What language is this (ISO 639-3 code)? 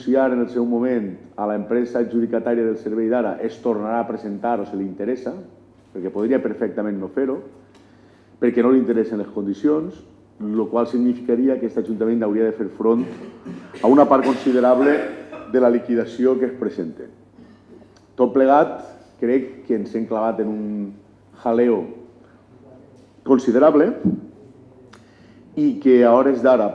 cat